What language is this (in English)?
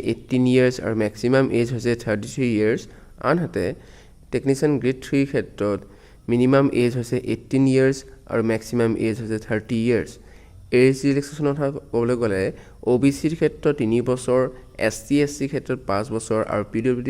Assamese